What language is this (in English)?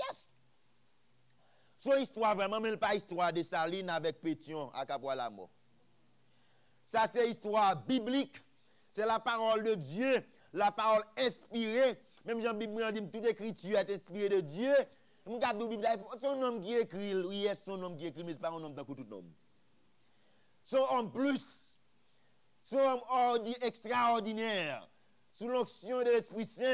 French